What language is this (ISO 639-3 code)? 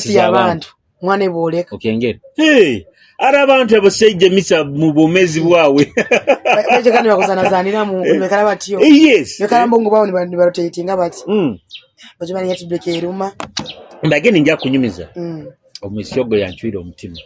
nyo